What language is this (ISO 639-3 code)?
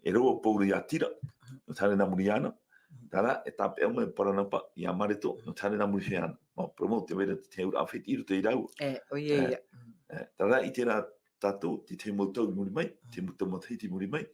tah